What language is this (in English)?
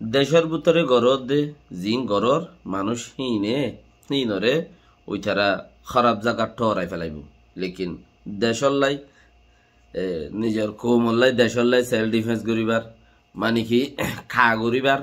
Rohingya